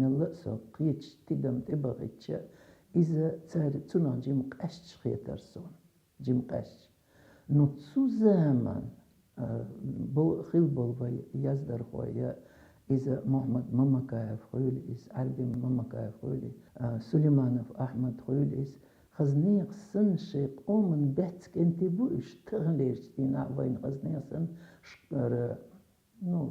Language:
Chechen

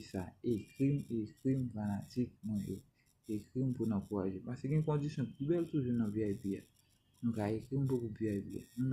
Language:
Haitian Creole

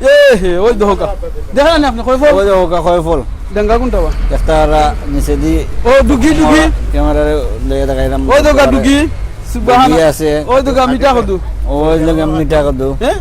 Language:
Sylheti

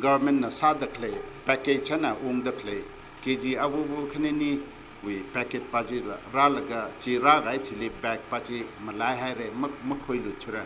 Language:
Tangkhul Naga (India)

